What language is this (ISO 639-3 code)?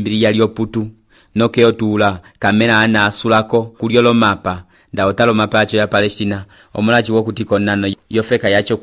umb